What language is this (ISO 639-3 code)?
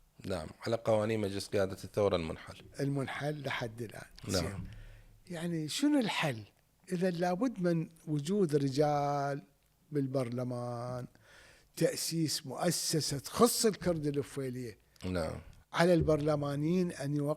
acm